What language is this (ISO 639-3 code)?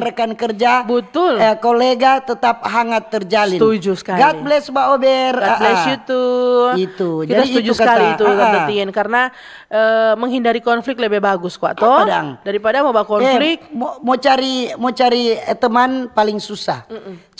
xmm